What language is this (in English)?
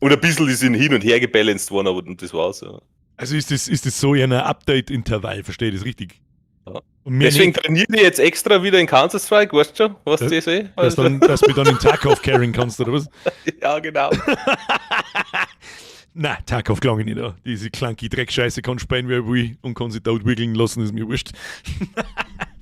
Bavarian